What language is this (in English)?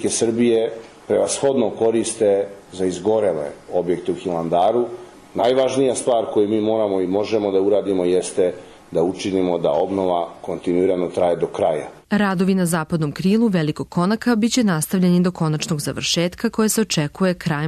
Serbian